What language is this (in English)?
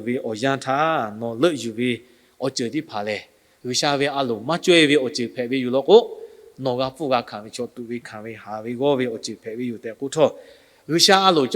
Lahu